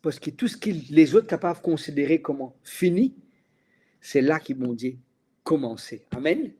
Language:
Morisyen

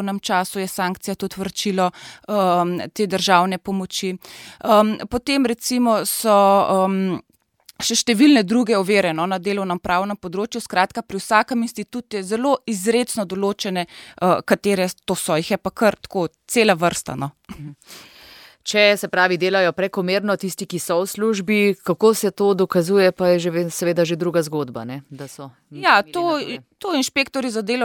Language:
Slovenian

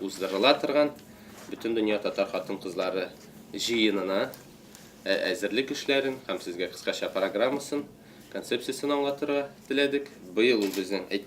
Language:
Tatar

